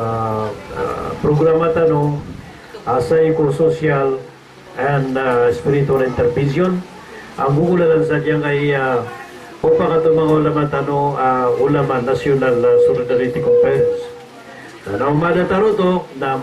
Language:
Maranao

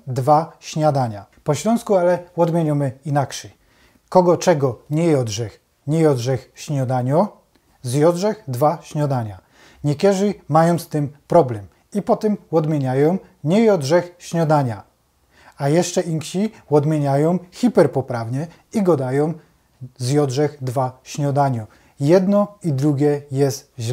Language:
Silesian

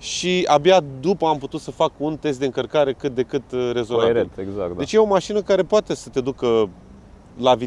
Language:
Romanian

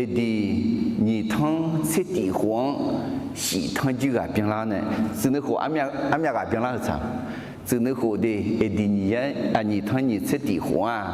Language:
Akha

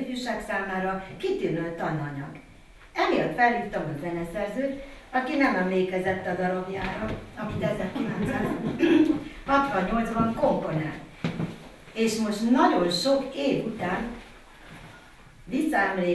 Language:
Hungarian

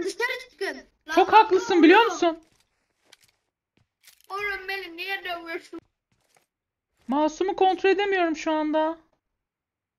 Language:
Turkish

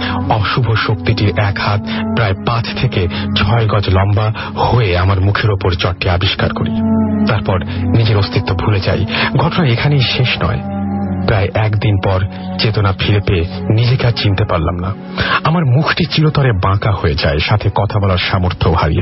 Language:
Bangla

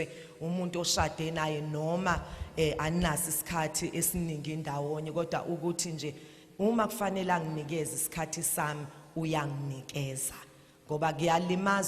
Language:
Zulu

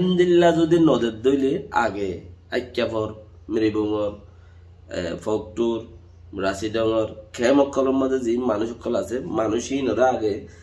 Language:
Rohingya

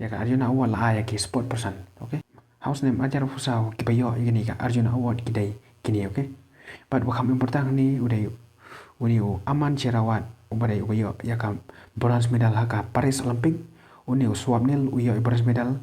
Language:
Khasi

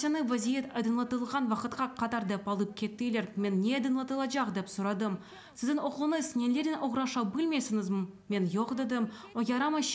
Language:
Crimean Tatar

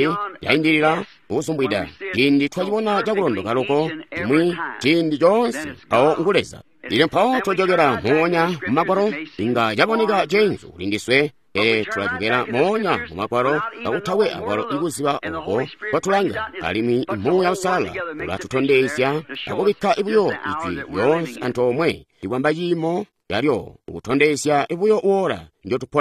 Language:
Tonga (Zambia)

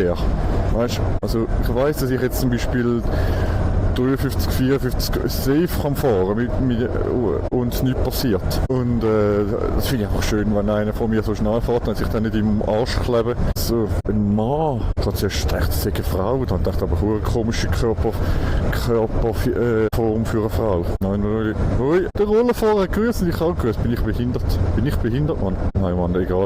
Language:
Swiss German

